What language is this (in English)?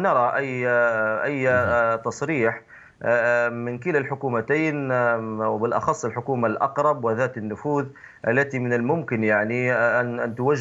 Arabic